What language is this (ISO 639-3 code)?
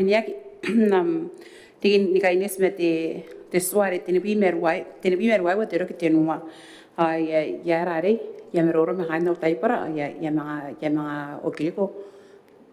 gil